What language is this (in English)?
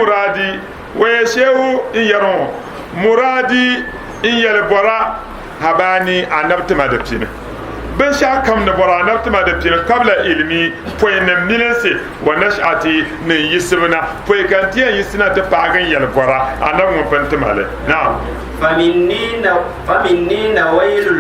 Dagbani